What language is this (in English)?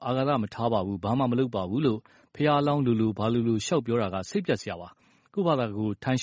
Burmese